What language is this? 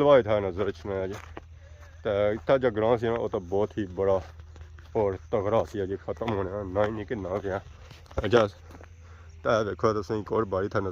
Pahari-Potwari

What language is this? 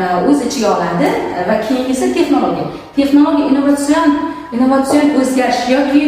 Uzbek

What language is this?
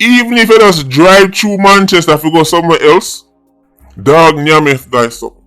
Jamaican Creole English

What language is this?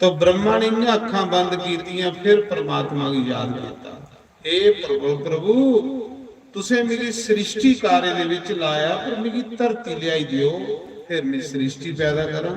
Dogri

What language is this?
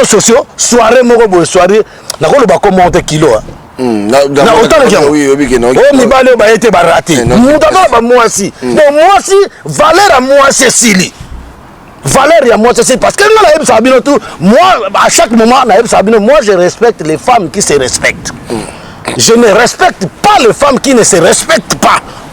Lingala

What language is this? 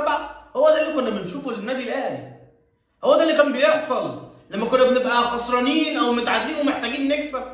Egyptian Arabic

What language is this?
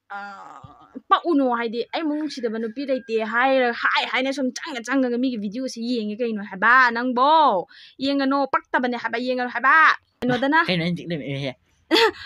Manipuri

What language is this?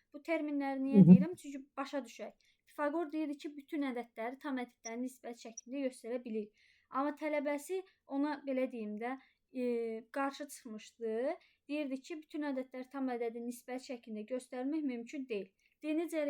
Azerbaijani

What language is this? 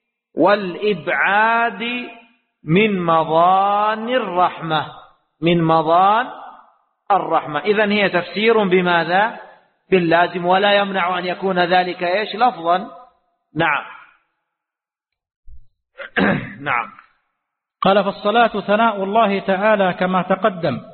Arabic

